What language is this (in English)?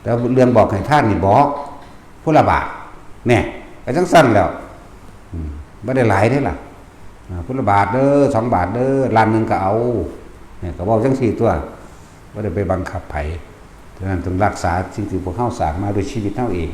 Northeastern Thai